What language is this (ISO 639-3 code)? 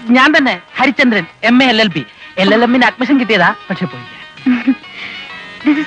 mal